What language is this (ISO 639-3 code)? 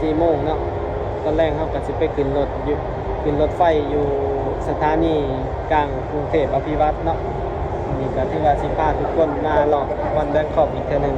lao